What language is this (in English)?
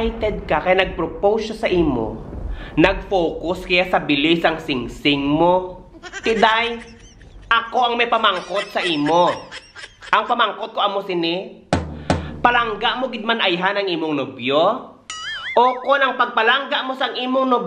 Hiligaynon